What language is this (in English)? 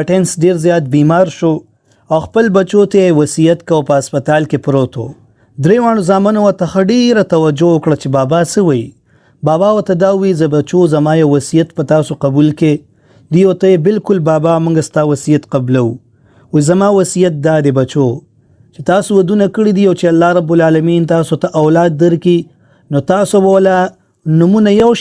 Pashto